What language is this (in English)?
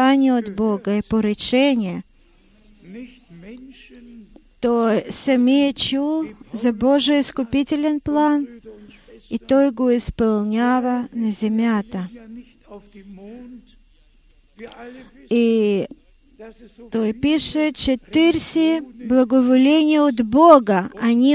Bulgarian